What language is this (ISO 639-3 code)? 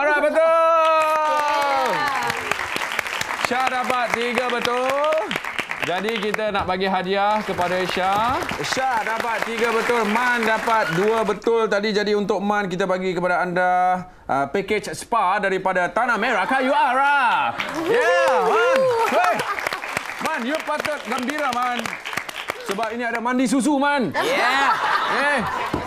msa